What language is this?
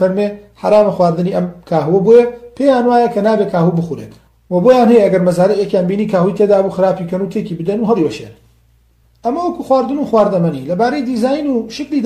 Central Kurdish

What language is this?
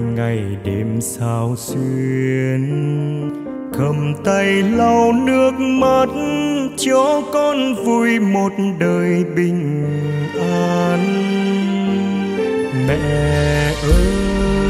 Vietnamese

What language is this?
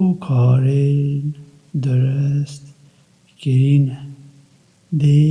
Kurdish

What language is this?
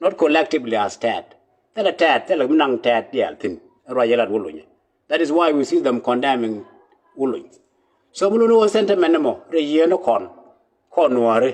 Nuer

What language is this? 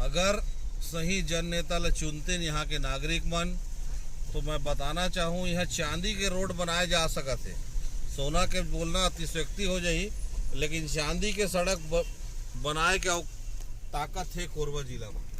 Chhattisgarhi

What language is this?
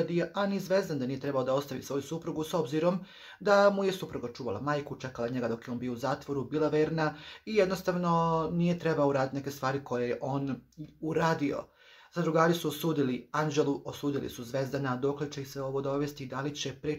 Croatian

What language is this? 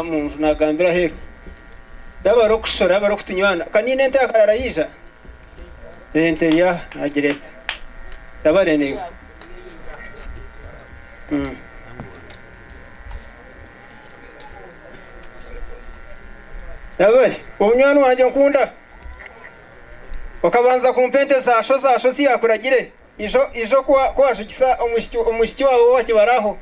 Kinyarwanda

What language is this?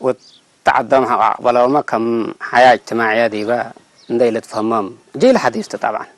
Tigre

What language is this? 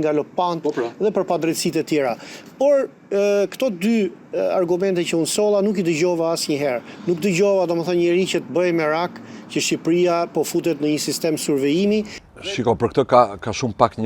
Albanian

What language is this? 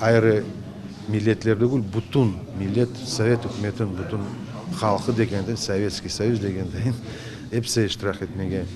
Crimean Tatar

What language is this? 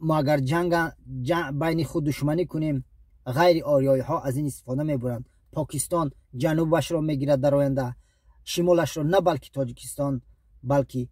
Tajik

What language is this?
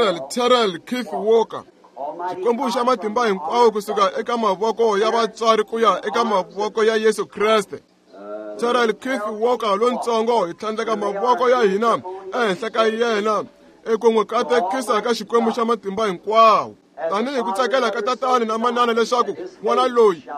Tsonga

